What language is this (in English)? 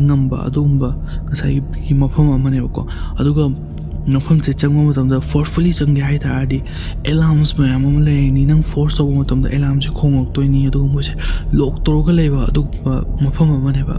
Manipuri